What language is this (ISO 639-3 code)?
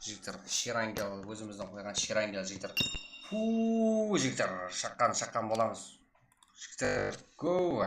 kaa